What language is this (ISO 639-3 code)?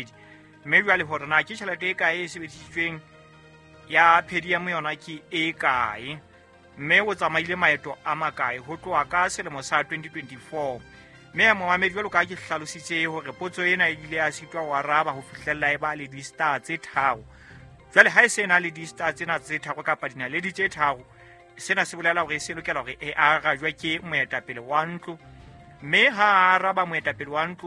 sot